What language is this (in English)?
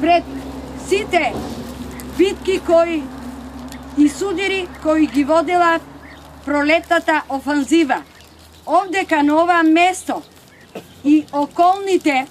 Macedonian